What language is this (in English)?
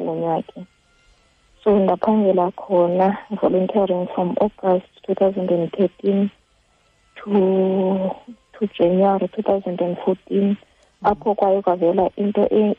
Xhosa